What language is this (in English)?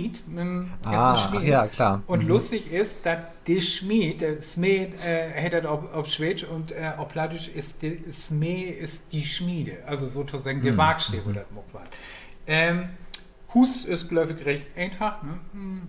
Low German